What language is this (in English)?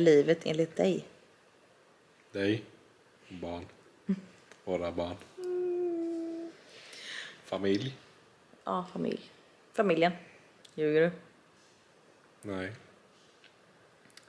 Swedish